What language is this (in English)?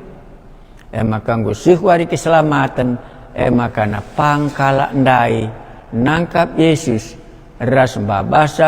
Batak Karo